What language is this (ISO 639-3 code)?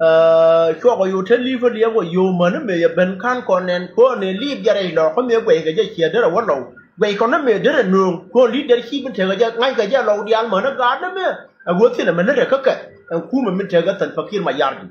nus